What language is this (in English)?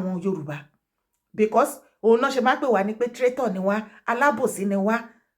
Yoruba